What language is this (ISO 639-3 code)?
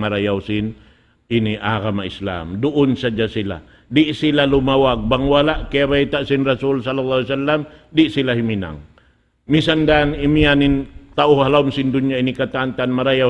tsg